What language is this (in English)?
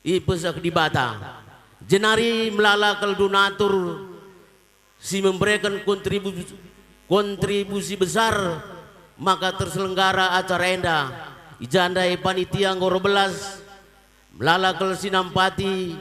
Batak Karo